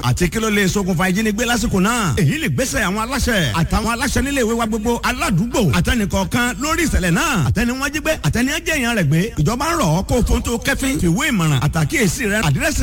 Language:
Yoruba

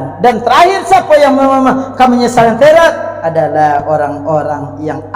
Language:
Minangkabau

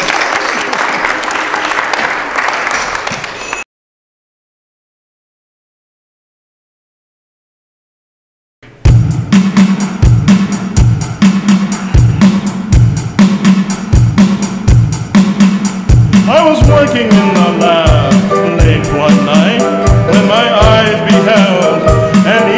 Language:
English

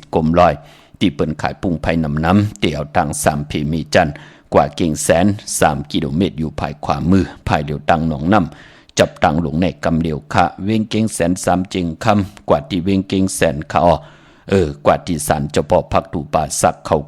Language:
Shan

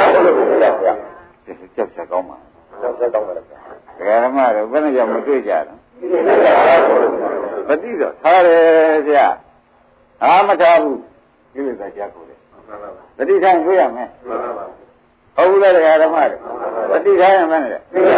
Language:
Burmese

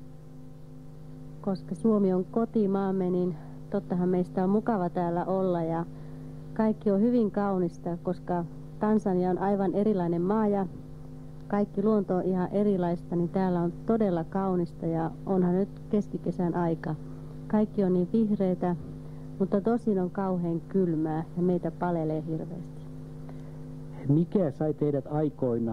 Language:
Finnish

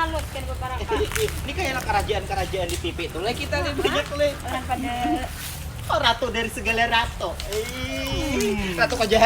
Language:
Banjar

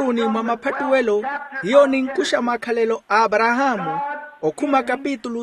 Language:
Makhuwa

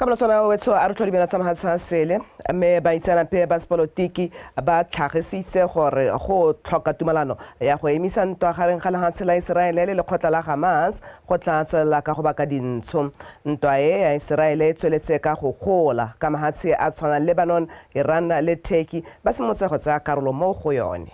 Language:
Tswana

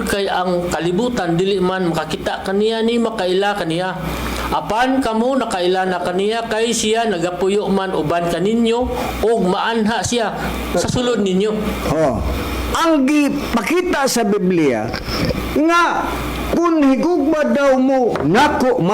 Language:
Cebuano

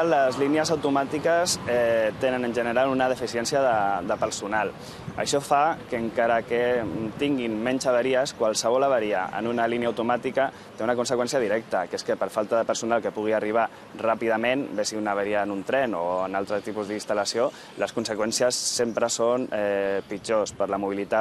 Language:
Catalan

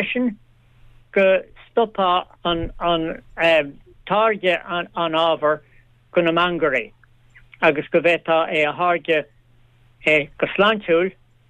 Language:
Irish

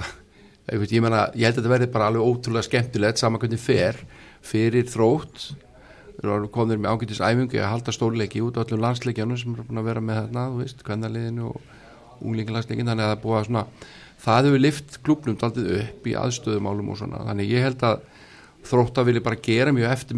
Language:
Icelandic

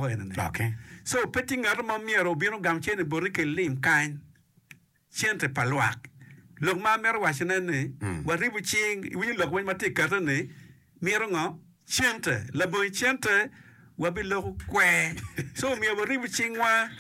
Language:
Acoli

